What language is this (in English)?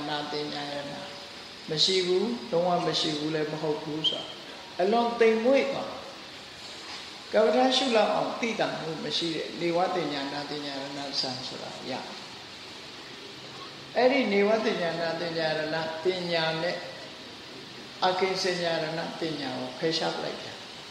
Burmese